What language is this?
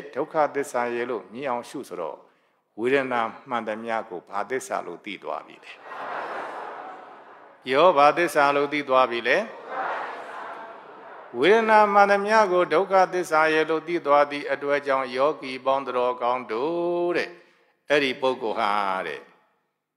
Burmese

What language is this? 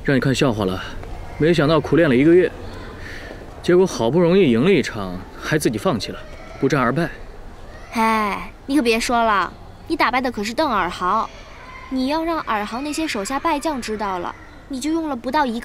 Chinese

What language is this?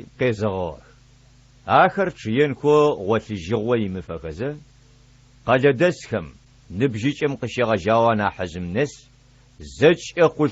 Adyghe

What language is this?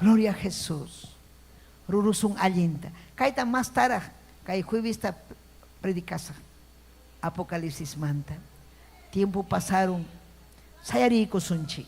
Ayacucho Quechua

